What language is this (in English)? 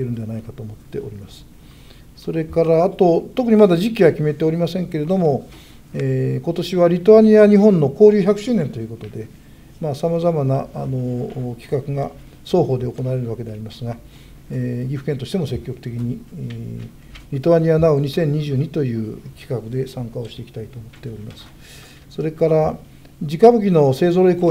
Japanese